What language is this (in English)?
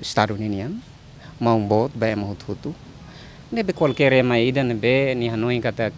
Tetum